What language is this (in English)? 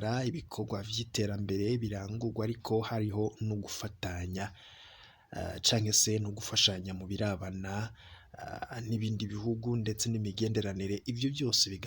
Rundi